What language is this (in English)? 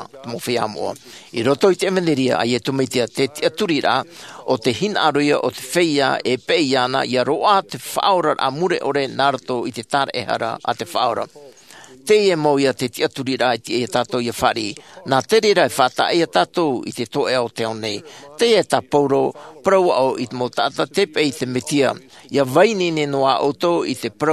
Tahitian